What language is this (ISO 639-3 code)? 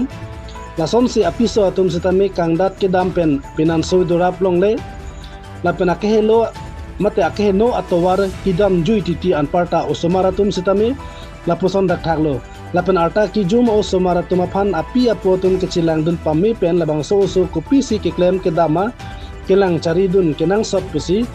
mjw